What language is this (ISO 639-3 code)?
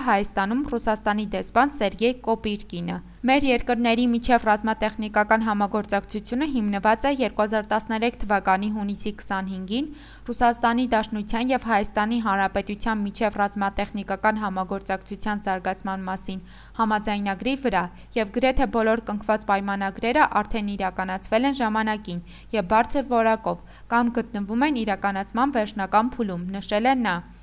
hye